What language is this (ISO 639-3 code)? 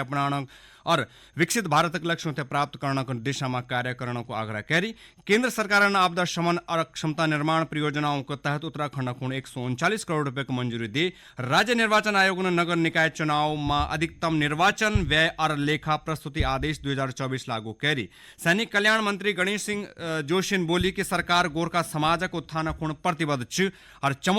gbm